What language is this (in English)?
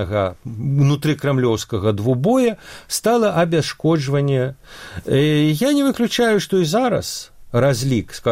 Belarusian